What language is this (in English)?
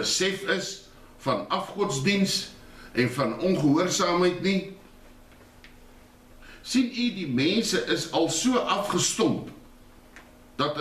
Afrikaans